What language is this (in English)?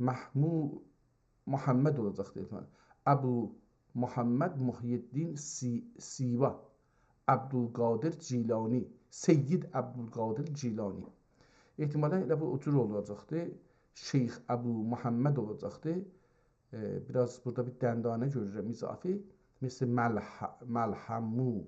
South Azerbaijani